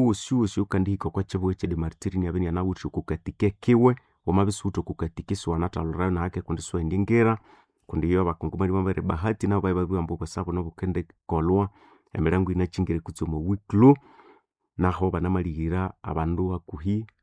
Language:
Nande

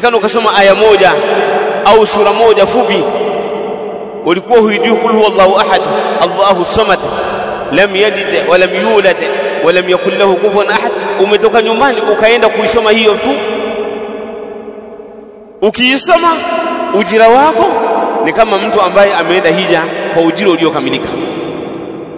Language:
Swahili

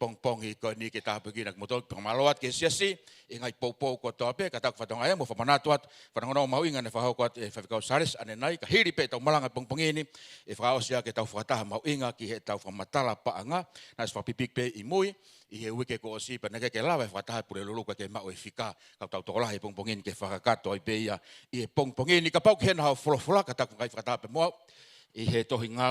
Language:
Tongan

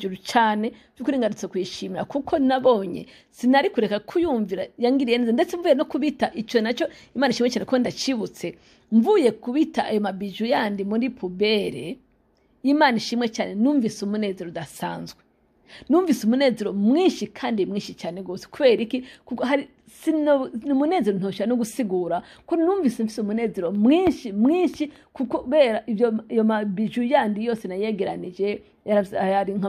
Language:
Rundi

